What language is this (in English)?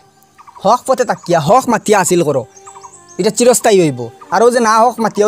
Sylheti